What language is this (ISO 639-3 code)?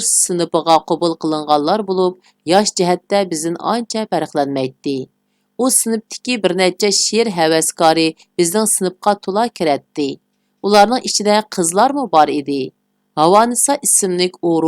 uig